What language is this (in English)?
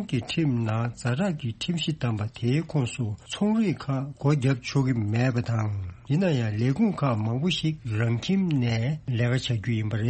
Tibetan